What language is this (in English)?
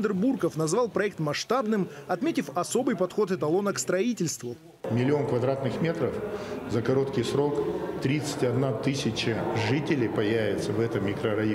Russian